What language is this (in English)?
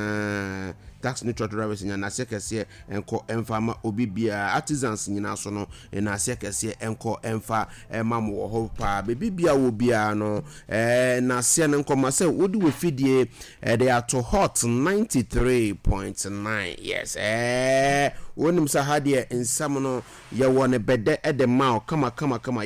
Akan